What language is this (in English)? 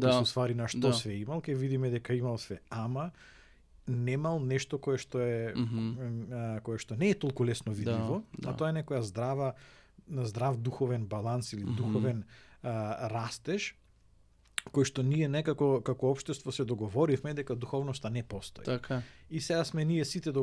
Macedonian